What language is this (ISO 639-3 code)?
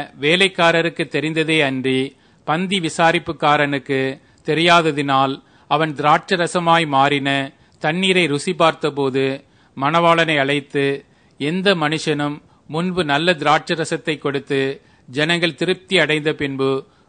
tam